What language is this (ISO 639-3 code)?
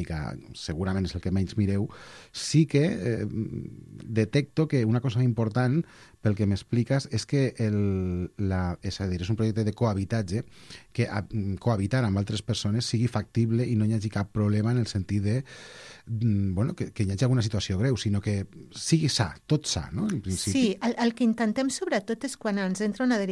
cat